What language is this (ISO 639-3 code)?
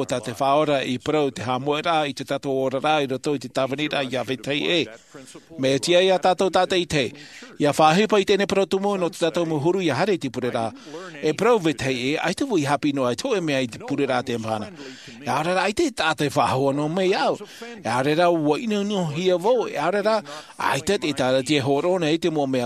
tah